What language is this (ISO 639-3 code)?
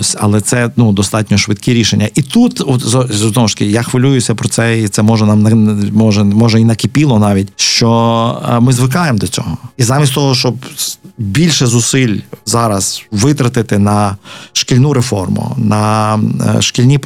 ukr